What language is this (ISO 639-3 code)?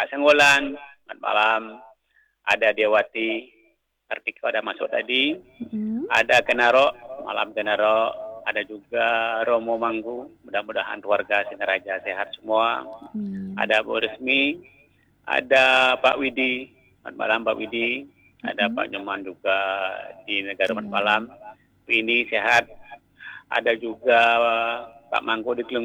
ind